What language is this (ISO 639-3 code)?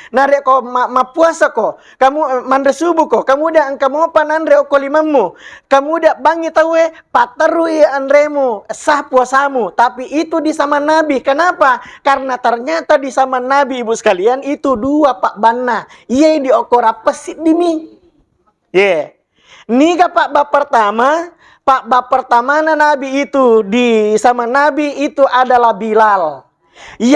bug